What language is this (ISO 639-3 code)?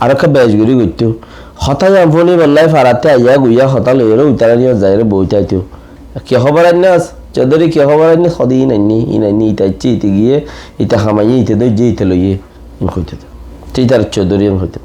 rhg